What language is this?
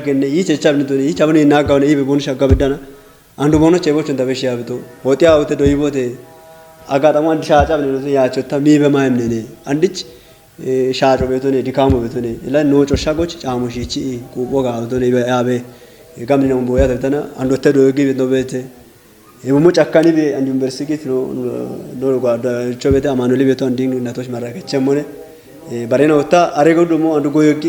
Kafa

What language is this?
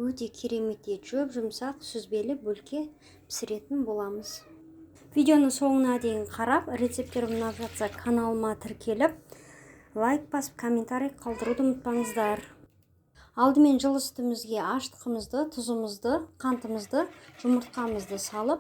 Kazakh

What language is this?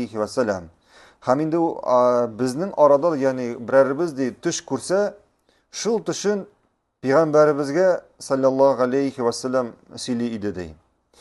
Tatar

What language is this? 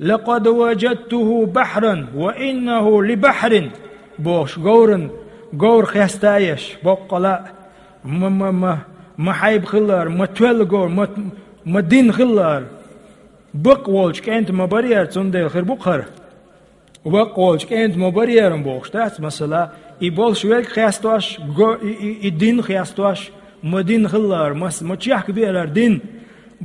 Chechen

